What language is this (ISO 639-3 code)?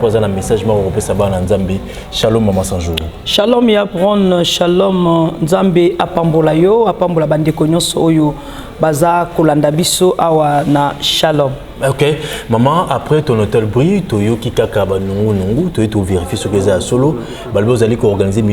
lin